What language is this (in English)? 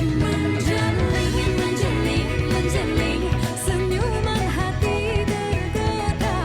Musi